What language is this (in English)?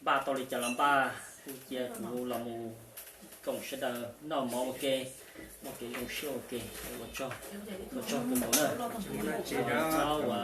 Hmong